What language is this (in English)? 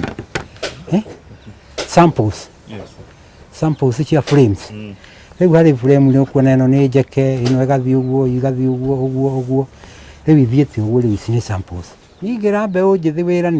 Kikuyu